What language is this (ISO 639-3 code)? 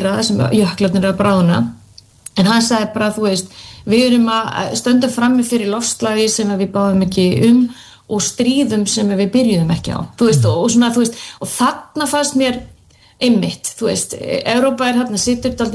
isl